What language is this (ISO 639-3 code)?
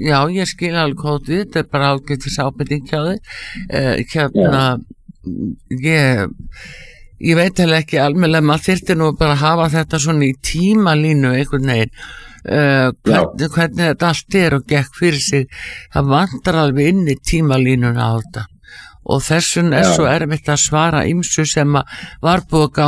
isl